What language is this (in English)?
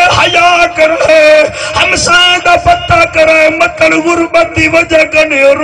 Saraiki